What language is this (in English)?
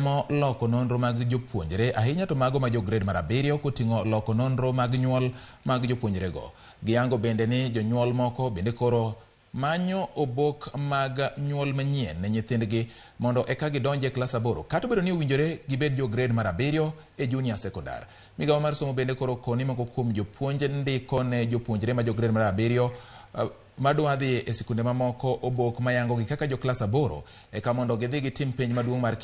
Luo (Kenya and Tanzania)